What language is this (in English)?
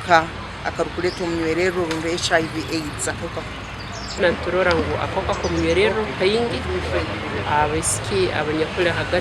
Nyankole